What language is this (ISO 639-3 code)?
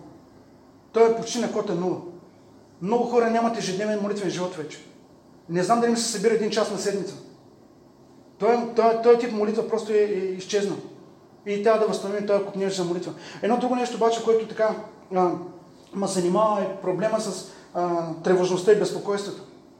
bul